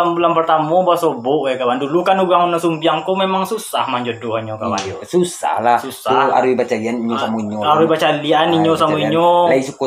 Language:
Minangkabau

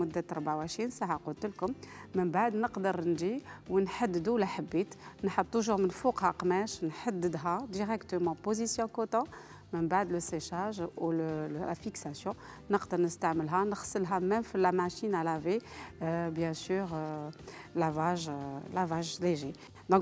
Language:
Algerian Arabic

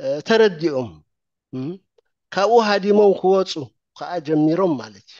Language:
Tigrinya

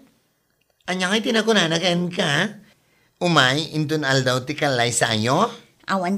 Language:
Iloko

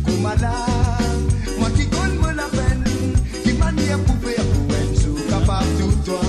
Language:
Morisyen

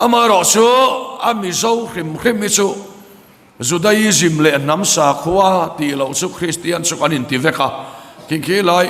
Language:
Mizo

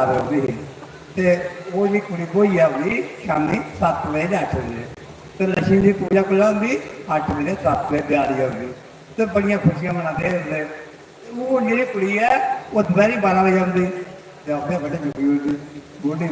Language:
Dogri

